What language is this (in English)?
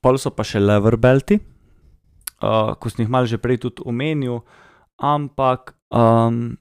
Slovenian